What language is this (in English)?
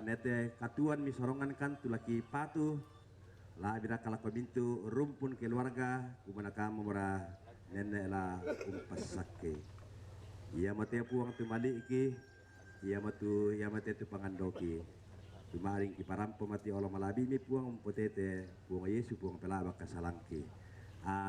Toraja-Sa'dan